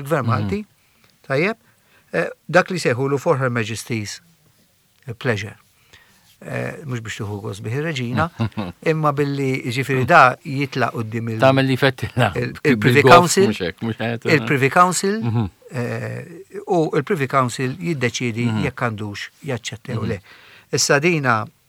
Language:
Maltese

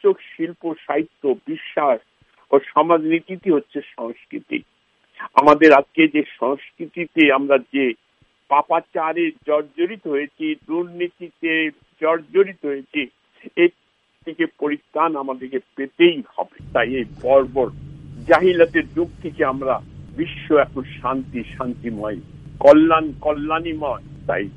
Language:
Bangla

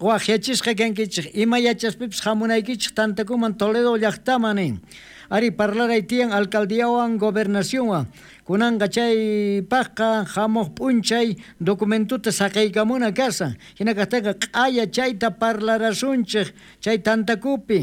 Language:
South Bolivian Quechua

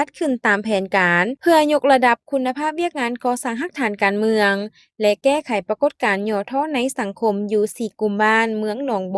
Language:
Lao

